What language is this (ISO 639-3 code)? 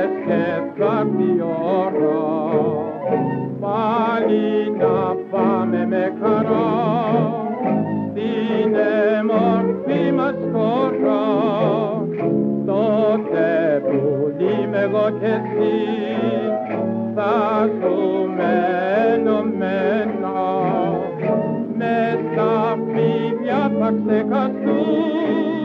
ell